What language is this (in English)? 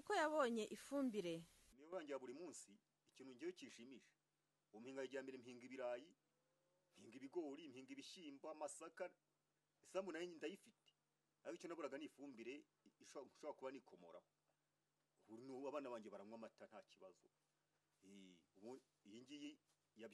Kinyarwanda